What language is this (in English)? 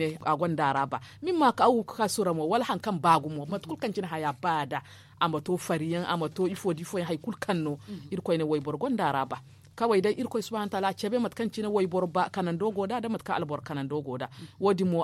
Zarma